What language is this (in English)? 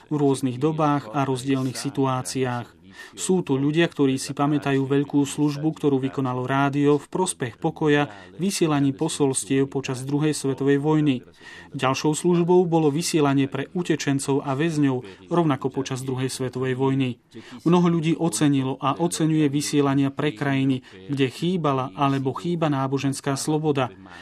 Slovak